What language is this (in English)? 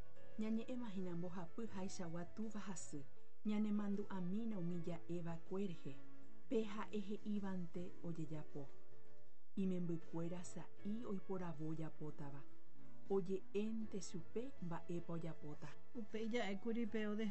Guarani